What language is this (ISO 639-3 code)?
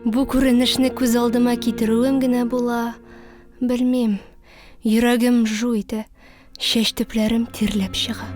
tat